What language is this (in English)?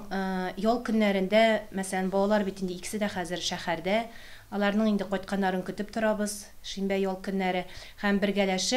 Tatar